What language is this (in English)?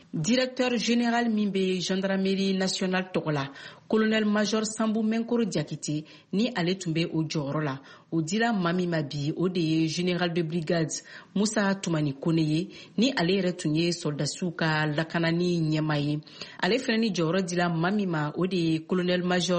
Bambara